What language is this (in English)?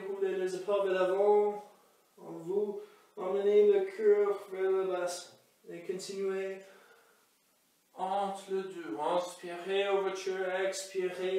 French